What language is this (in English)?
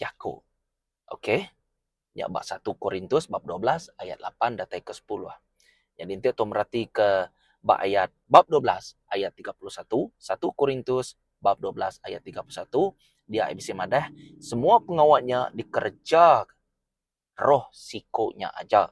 Iban